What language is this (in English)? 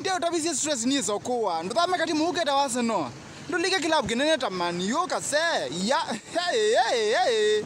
Kamba